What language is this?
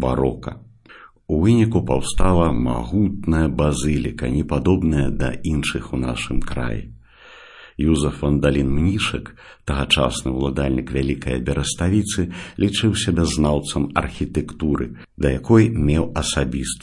Belarusian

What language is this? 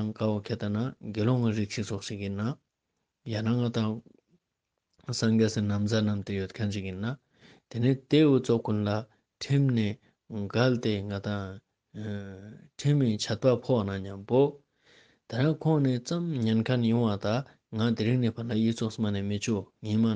Ladakhi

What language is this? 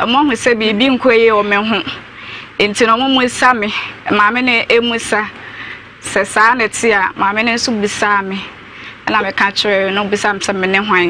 Akan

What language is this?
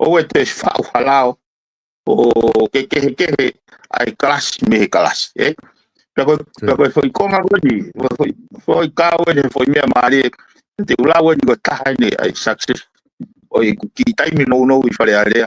Tongan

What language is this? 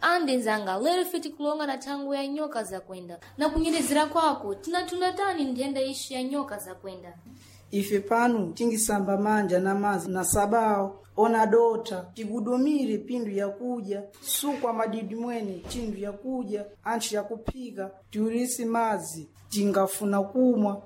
Sena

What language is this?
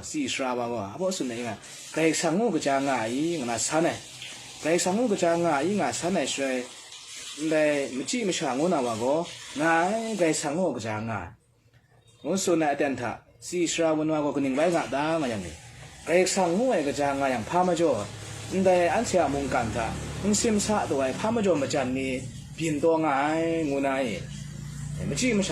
Kachin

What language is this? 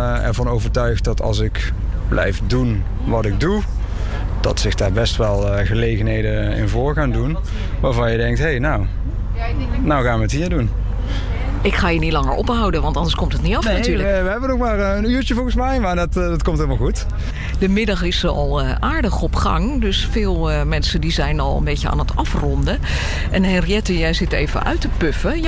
Dutch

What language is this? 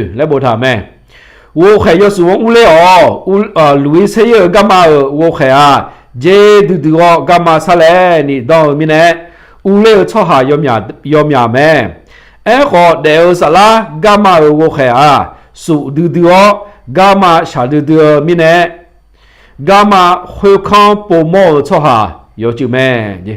Akha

